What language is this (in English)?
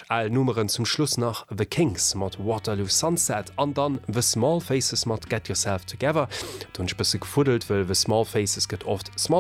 Luxembourgish